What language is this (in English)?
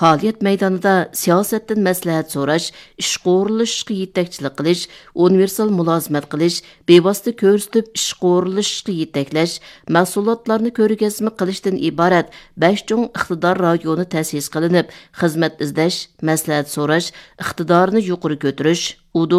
Uyghur